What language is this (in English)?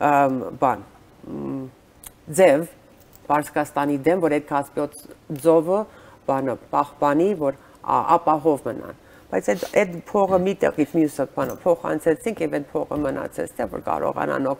Armenian